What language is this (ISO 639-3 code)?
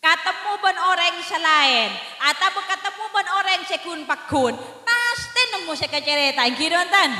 mad